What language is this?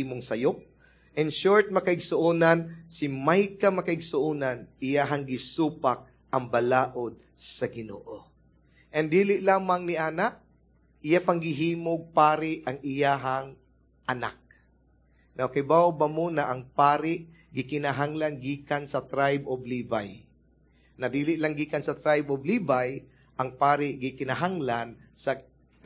Cebuano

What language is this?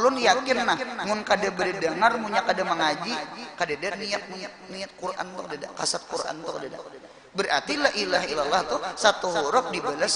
Banjar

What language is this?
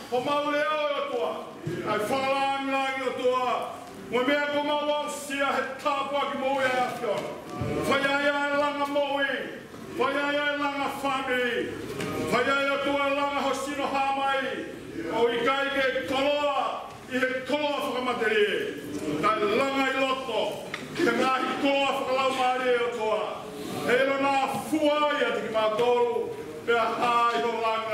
Tongan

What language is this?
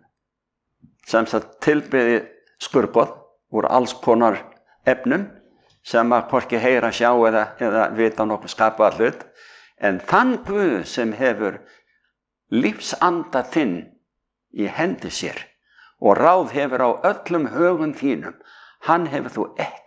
Icelandic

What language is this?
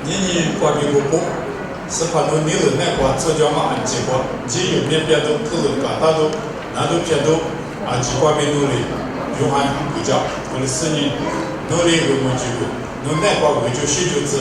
Lisu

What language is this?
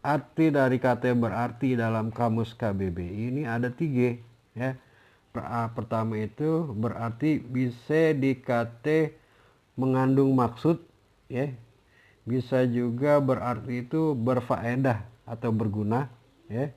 Betawi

